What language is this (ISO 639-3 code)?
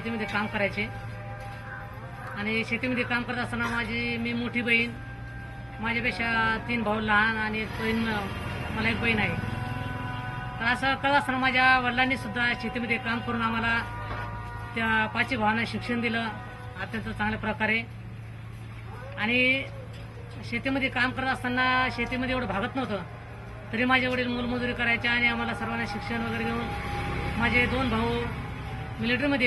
mar